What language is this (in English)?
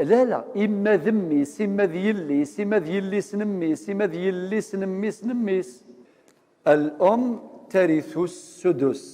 Kabyle